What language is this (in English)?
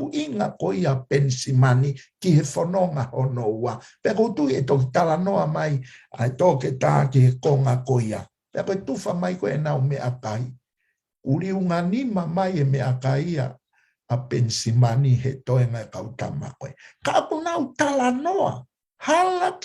Tongan